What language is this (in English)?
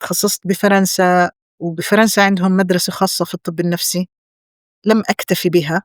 North Levantine Arabic